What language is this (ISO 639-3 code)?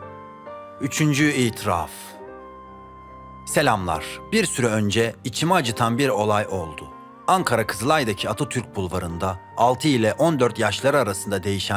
tur